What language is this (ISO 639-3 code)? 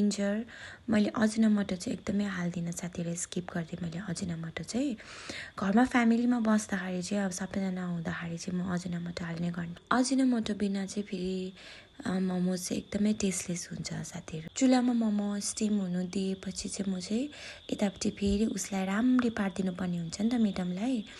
nep